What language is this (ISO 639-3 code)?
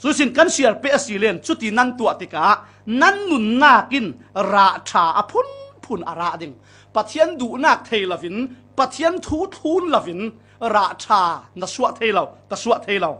cfm